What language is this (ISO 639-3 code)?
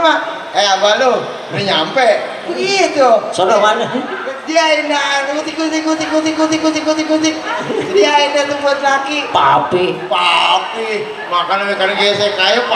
bew